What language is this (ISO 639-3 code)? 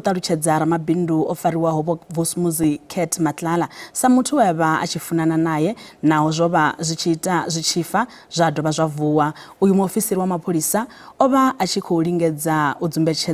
ven